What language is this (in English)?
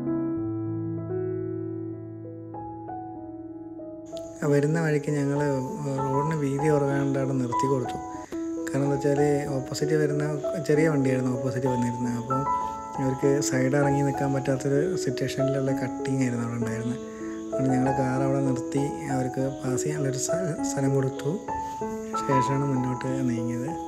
Malayalam